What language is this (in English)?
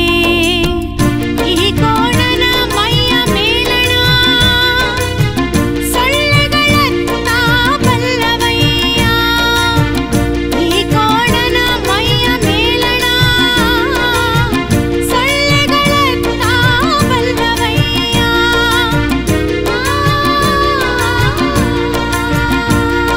Kannada